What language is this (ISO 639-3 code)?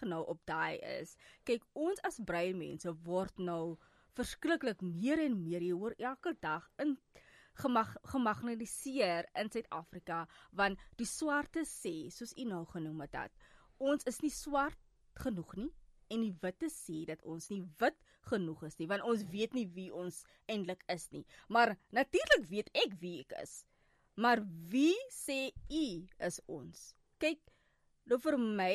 afr